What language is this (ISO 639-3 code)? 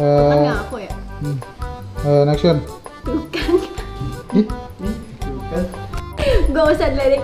bew